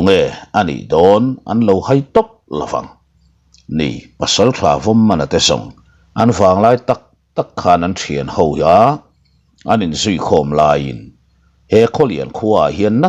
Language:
Mizo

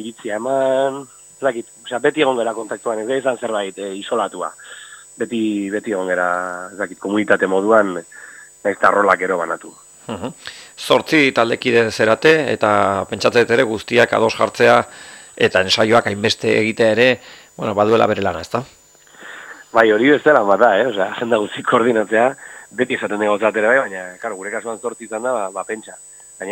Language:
Basque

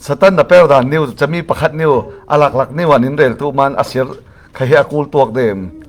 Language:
Falam Chin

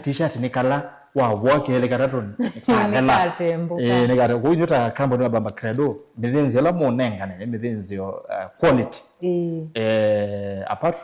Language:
Kamba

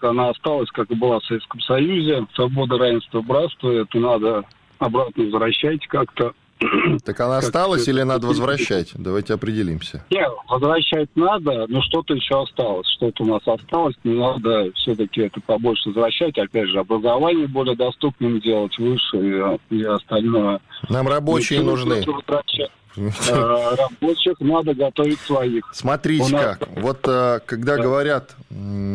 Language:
Russian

